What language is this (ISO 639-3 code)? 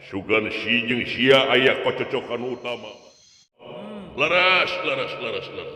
sun